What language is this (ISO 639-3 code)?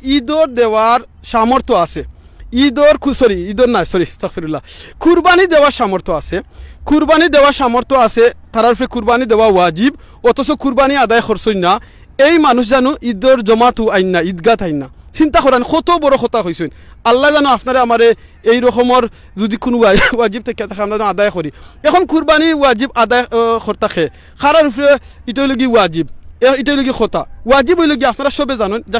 syl